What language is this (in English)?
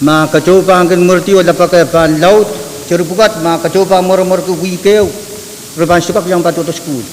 Pohnpeian